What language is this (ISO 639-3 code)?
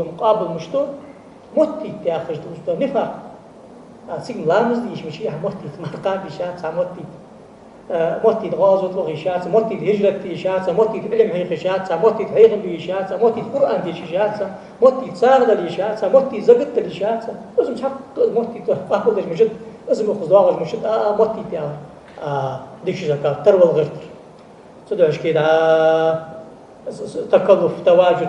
inh